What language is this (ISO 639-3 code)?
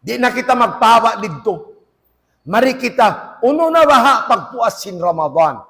tsg